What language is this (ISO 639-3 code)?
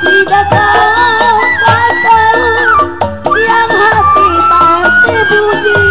bew